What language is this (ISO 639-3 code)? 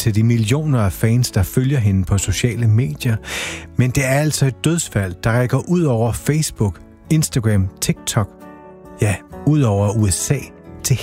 dan